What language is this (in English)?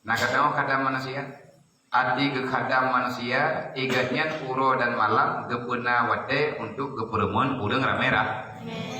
Achinese